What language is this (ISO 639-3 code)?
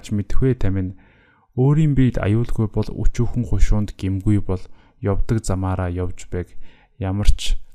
mon